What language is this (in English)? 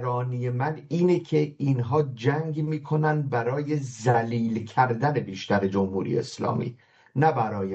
Persian